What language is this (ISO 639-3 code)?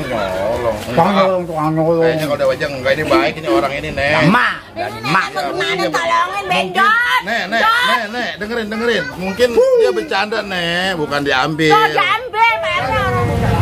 bew